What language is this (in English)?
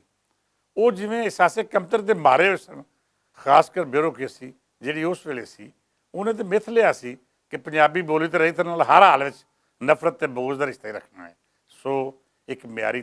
Western Panjabi